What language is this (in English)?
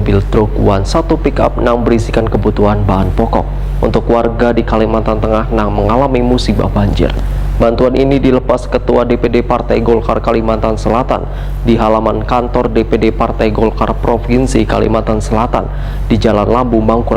Banjar